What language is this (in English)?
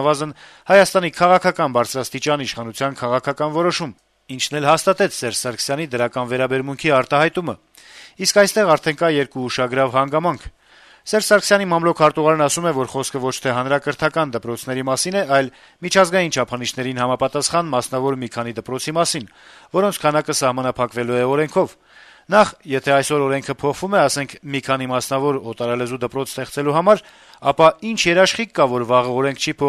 Armenian